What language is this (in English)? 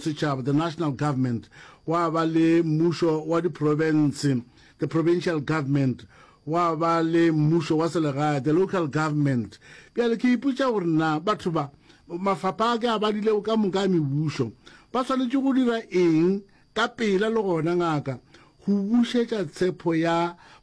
Northern Sotho